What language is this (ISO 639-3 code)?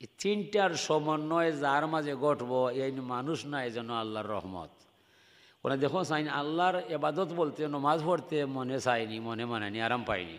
syl